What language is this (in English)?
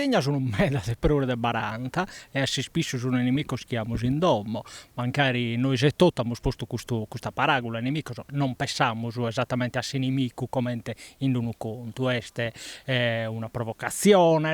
Sardinian